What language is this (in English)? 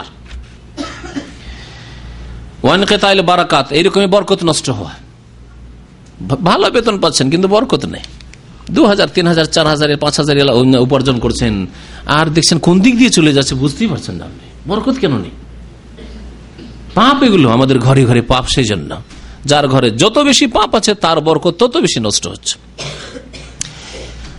Bangla